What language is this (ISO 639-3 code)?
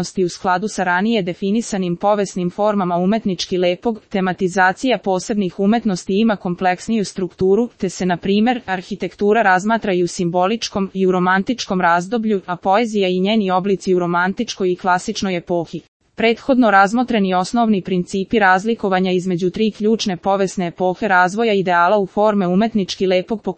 srp